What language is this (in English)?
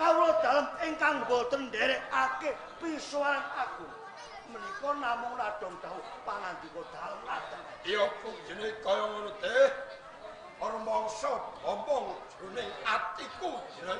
Javanese